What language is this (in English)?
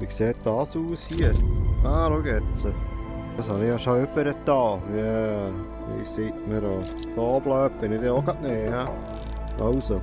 Swiss German